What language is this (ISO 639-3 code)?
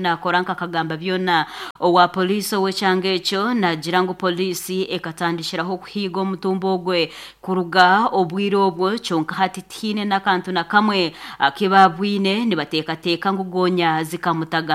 nyn